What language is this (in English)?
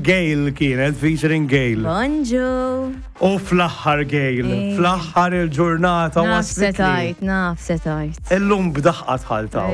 Maltese